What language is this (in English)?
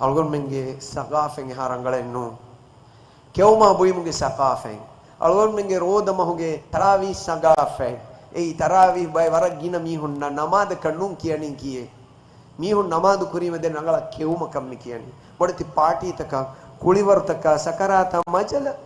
Divehi